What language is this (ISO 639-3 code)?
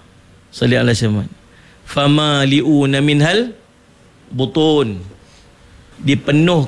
msa